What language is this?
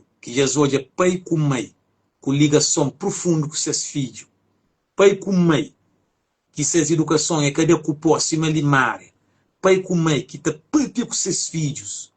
Kabuverdianu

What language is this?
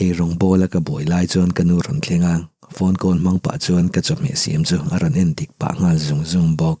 Mizo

